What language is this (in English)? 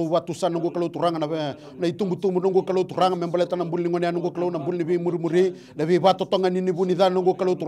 Fijian